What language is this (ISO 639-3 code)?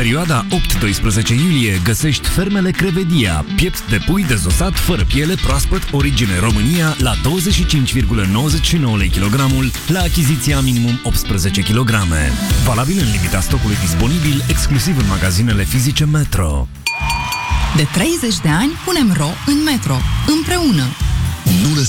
ron